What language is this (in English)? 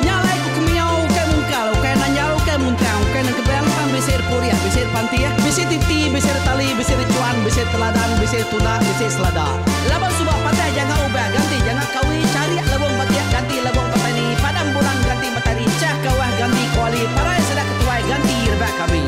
Iban